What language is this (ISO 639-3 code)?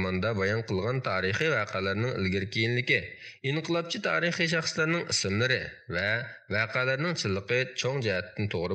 uig